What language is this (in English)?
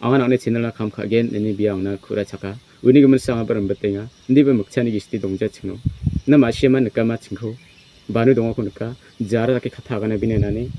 Garo